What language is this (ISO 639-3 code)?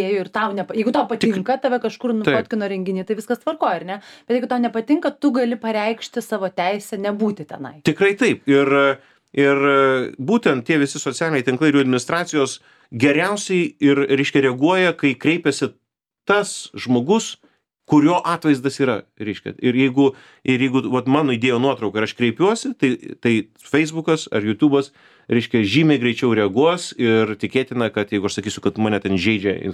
lit